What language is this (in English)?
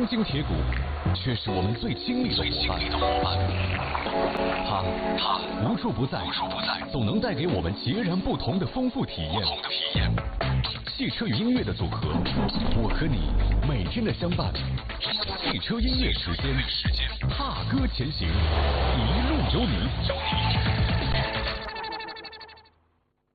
Chinese